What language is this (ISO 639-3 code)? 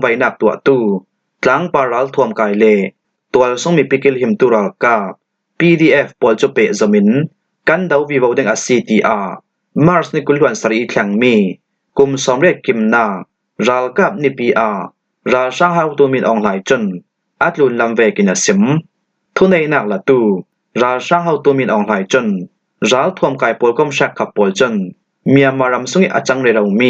cfm